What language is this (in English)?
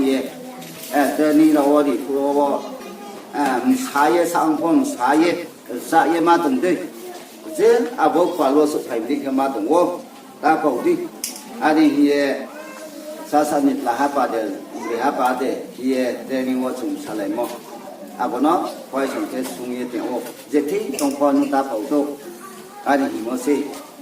Riang (India)